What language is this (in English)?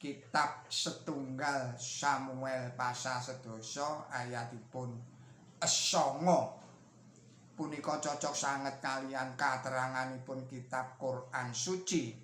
Javanese